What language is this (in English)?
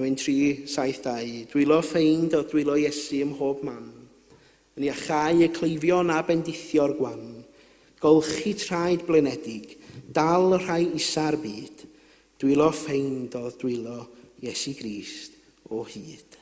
Welsh